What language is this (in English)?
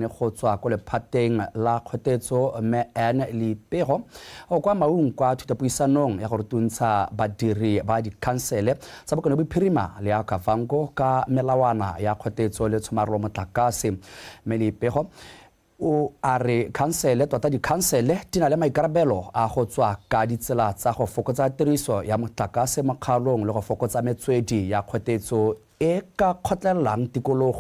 Tswana